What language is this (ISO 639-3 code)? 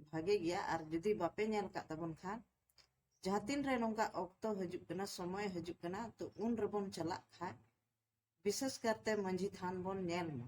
sat